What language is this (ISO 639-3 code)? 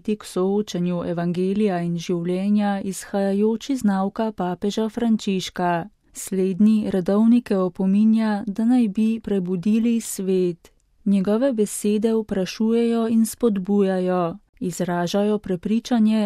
slv